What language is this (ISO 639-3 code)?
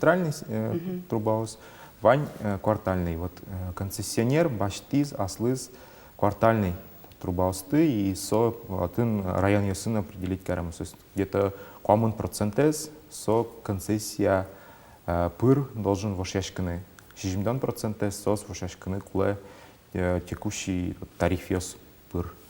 udm